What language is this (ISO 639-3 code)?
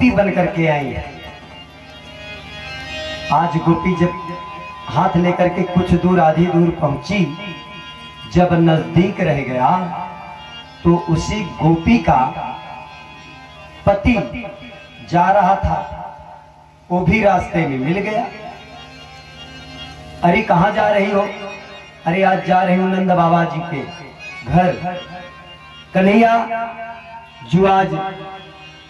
hin